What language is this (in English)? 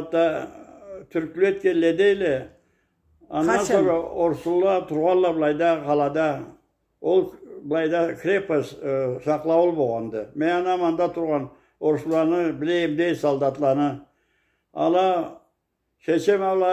Karachay-Balkar